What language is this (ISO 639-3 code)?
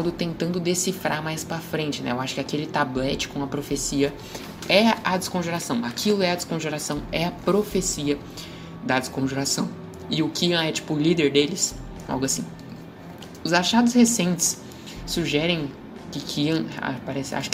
por